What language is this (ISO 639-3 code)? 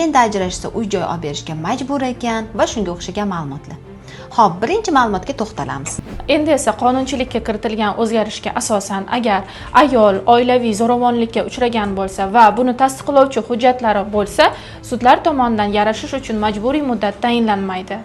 uzb